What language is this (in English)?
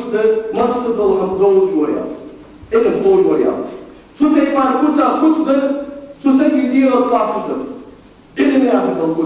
Ingush